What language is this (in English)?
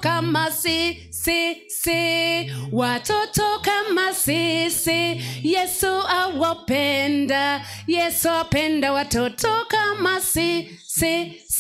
Swahili